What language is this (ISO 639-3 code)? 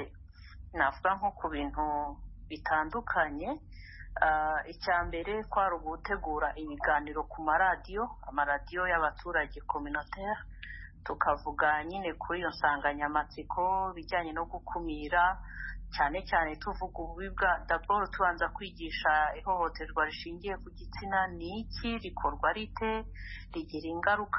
kin